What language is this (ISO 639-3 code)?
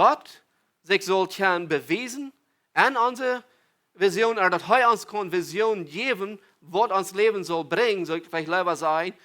pdt